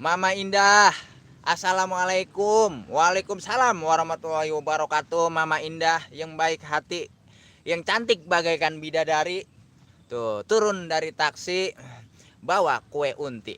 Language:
Betawi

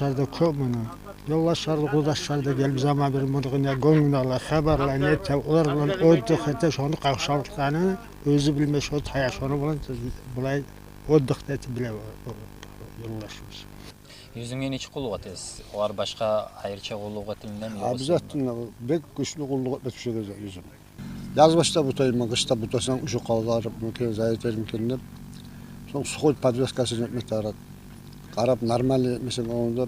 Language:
Kumyk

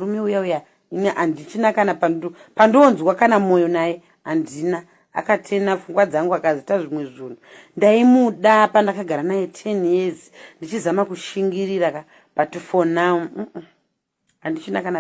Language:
Shona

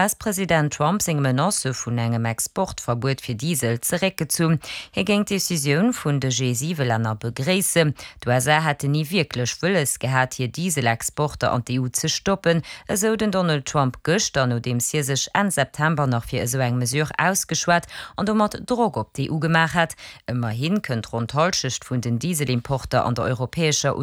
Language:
Luxembourgish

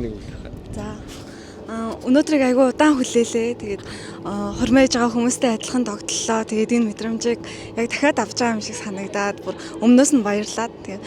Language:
Mongolian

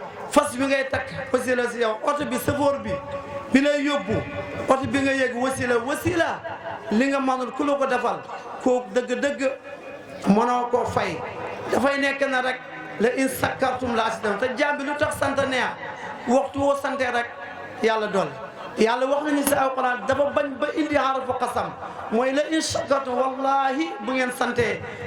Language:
Wolof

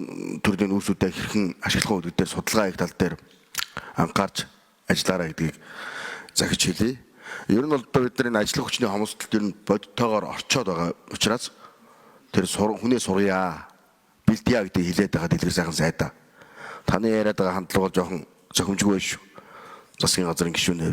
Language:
Mongolian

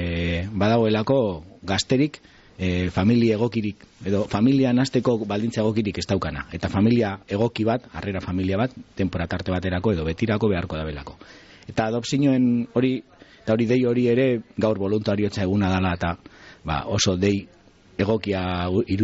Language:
Basque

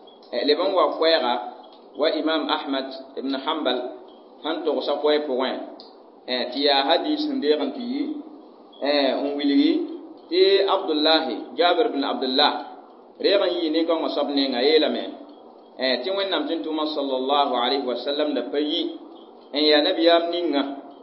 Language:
Mossi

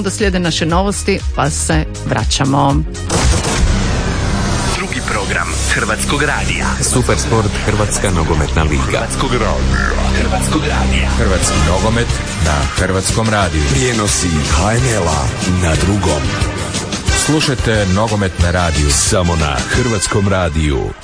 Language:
Croatian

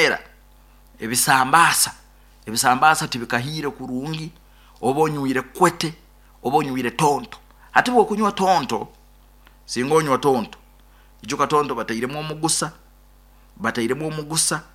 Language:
Nyoro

